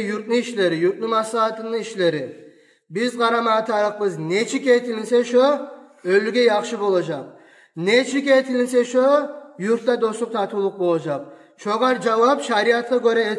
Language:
Kumyk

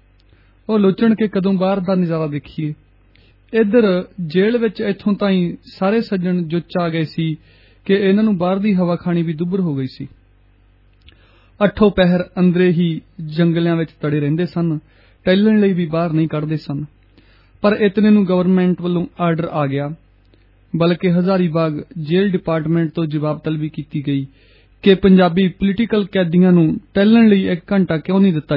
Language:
Punjabi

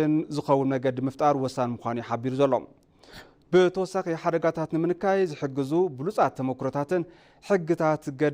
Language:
Tigrinya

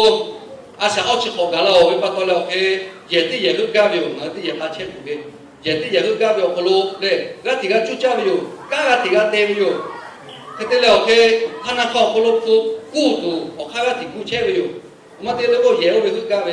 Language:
Lahu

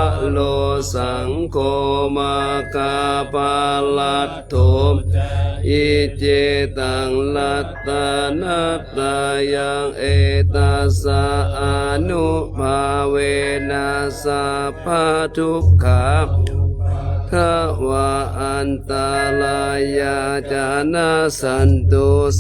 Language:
Pali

